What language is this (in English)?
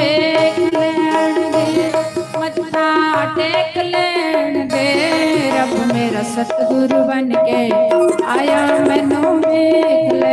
Dogri